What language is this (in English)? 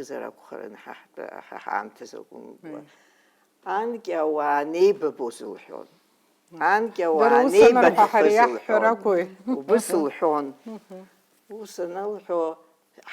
Abkhazian